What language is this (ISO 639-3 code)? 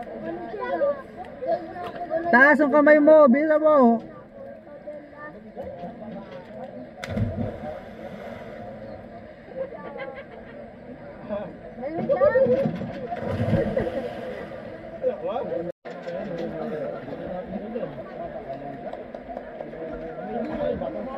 fil